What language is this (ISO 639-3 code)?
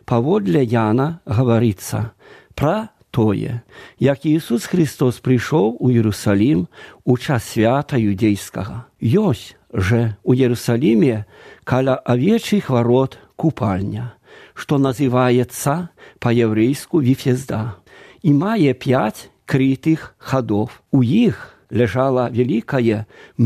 bel